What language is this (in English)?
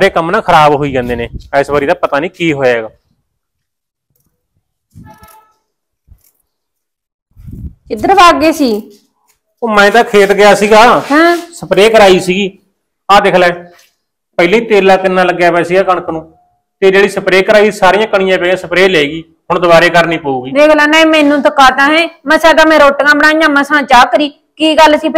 Punjabi